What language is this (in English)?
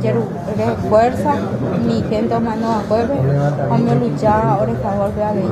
Guarani